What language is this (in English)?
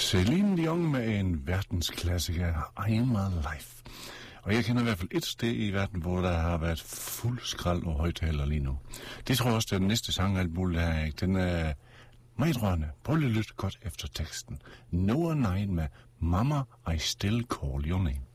Danish